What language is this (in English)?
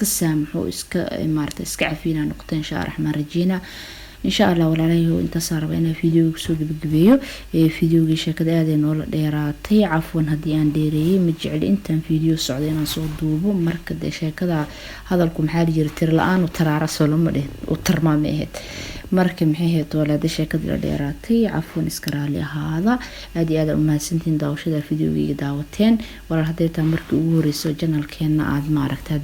Somali